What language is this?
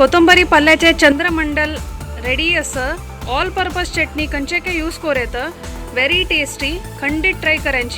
Konkani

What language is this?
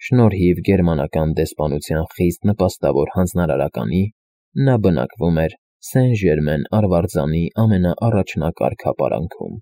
Armenian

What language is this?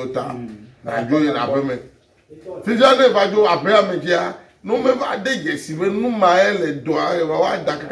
Ewe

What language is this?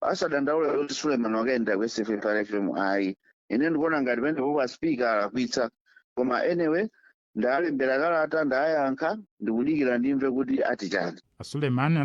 Nyanja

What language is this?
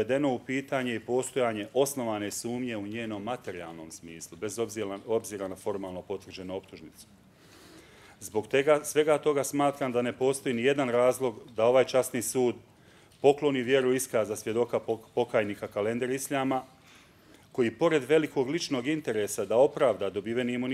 Bosnian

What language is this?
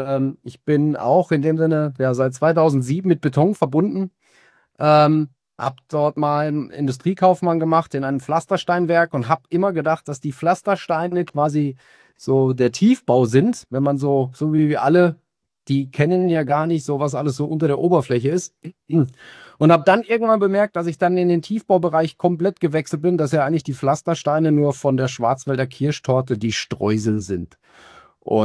German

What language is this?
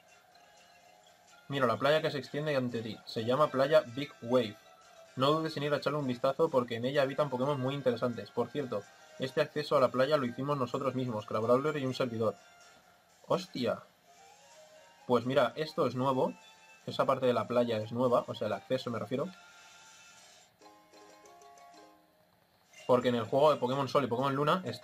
Spanish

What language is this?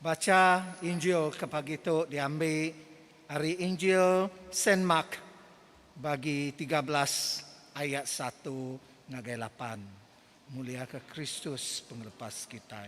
Iban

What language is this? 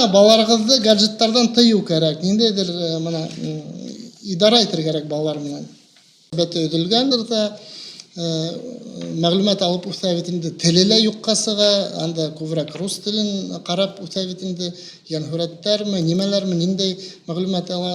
Bashkir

